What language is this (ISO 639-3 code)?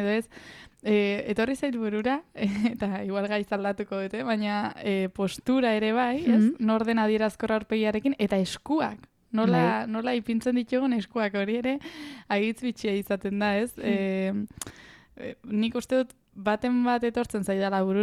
eus